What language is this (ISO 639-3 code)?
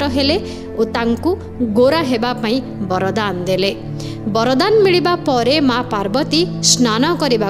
ori